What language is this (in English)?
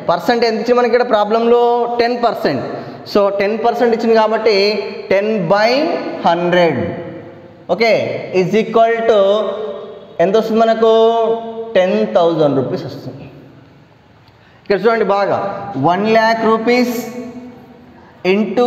Telugu